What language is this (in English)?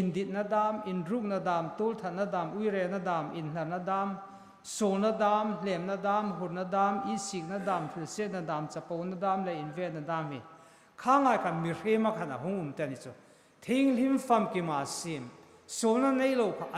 Hmar